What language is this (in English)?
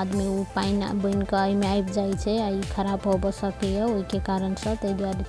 Maithili